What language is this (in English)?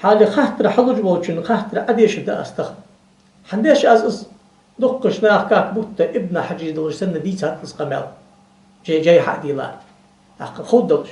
Ingush